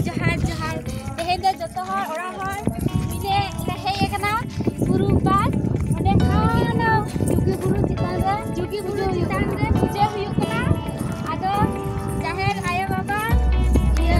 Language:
Santali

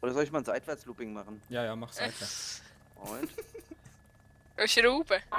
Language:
Swiss German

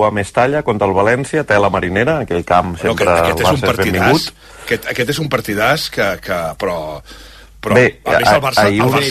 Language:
Catalan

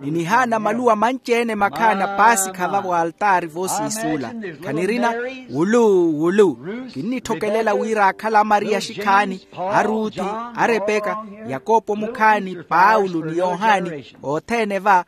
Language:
Makhuwa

